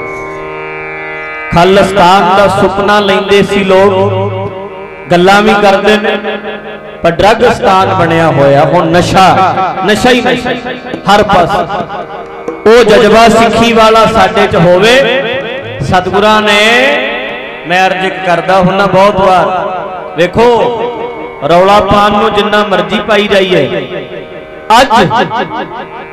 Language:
Punjabi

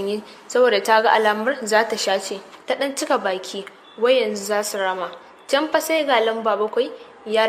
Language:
Hausa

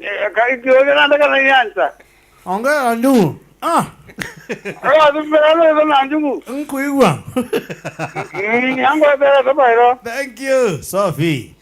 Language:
Meru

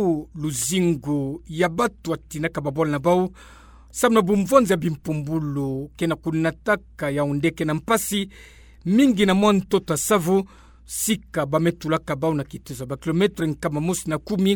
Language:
Kituba (Democratic Republic of Congo)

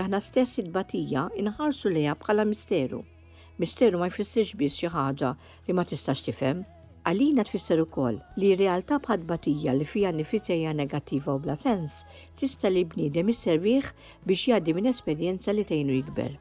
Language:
Maltese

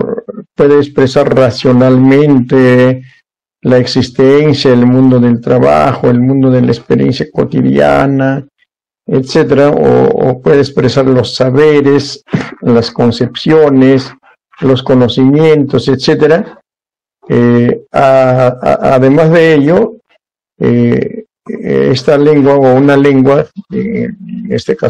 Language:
Spanish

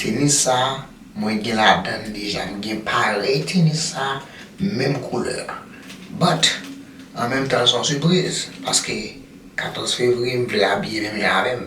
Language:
Haitian Creole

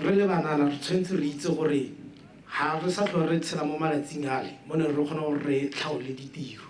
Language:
Tswana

